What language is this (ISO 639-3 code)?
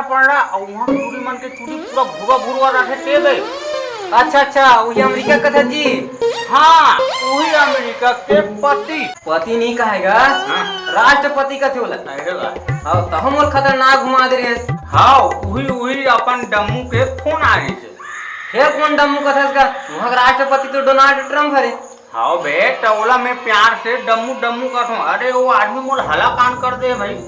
hne